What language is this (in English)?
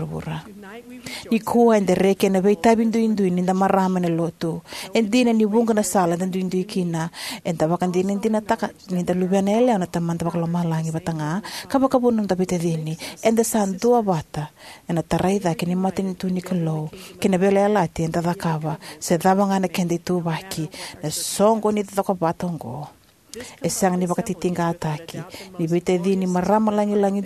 Fijian